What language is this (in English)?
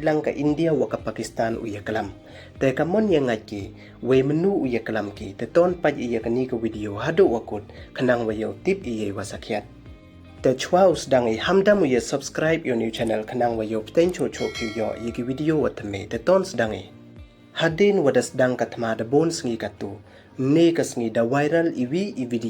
Pnar